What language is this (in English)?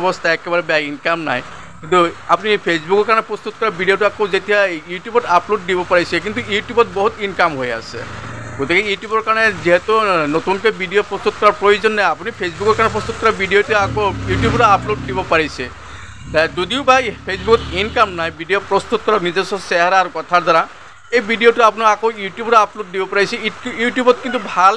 Assamese